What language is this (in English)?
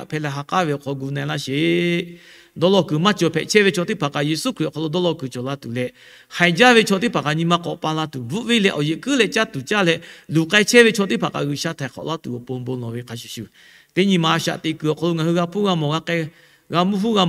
Lahu